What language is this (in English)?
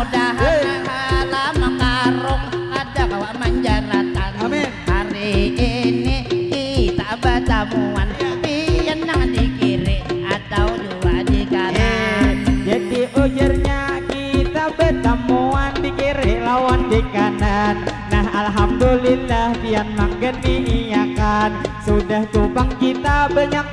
Banjar